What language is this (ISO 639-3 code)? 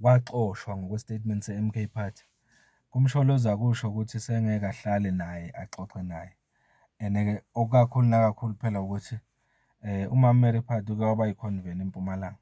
zul